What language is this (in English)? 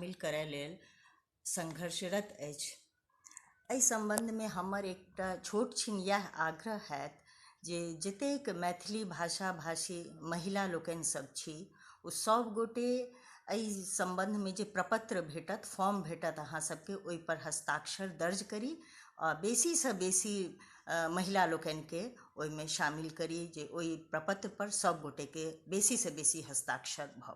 Maithili